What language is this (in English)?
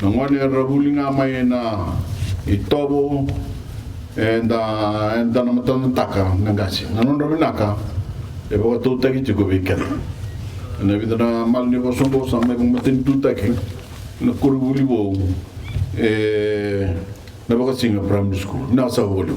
Fijian